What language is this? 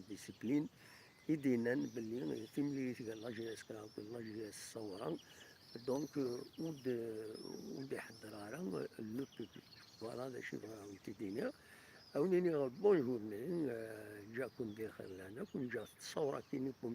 Kabyle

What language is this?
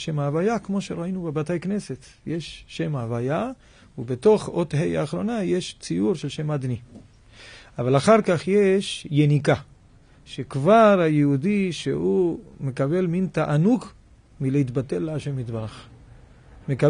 Hebrew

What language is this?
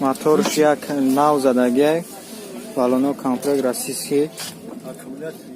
Tajik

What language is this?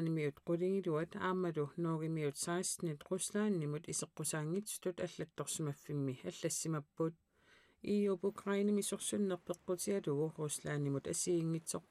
Kalaallisut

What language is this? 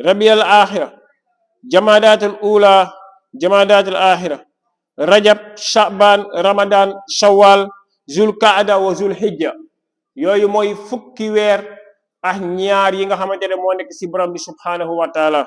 Wolof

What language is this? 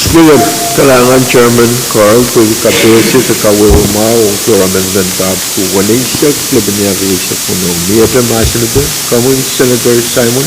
Pohnpeian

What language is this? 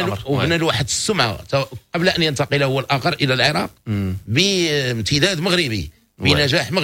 Moroccan Arabic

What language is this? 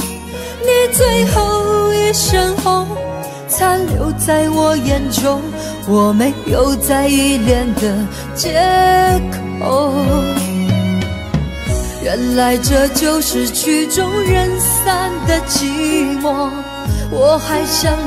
Chinese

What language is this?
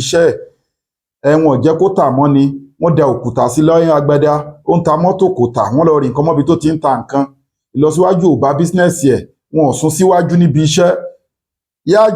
Yoruba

